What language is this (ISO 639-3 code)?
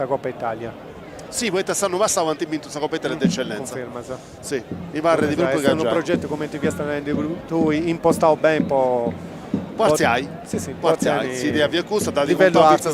srd